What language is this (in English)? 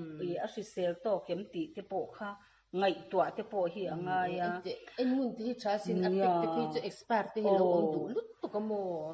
Mizo